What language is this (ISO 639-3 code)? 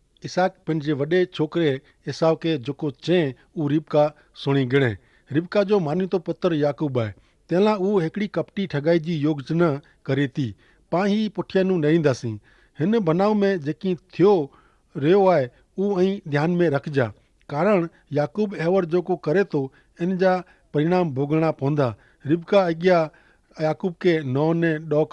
kfr